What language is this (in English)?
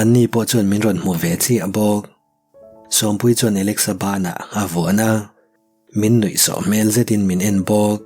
Mizo